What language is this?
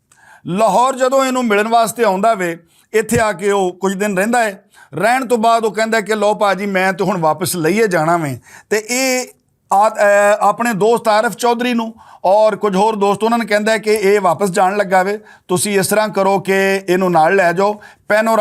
Western Panjabi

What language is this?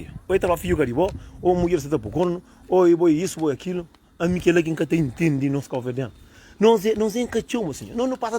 Kabuverdianu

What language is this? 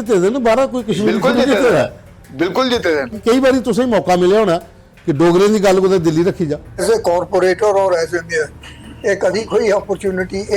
Dogri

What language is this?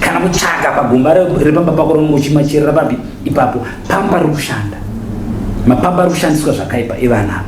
Shona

